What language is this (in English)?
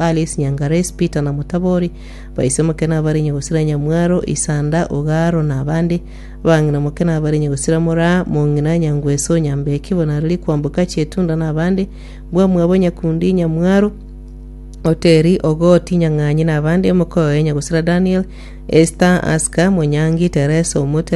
Gusii